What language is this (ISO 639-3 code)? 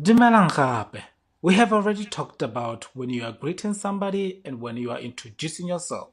tsn